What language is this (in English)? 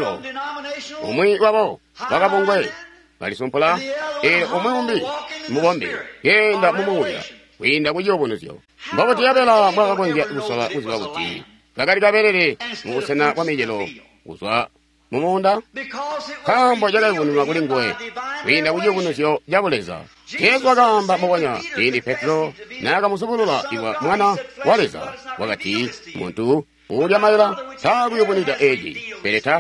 Tonga (Zambia)